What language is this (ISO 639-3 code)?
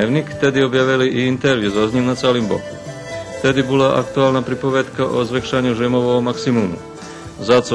rue